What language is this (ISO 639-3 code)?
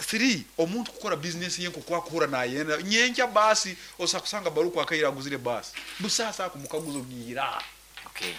nyn